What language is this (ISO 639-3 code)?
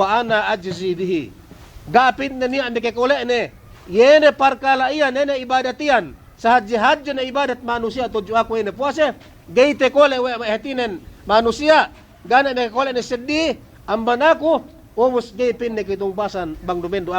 yka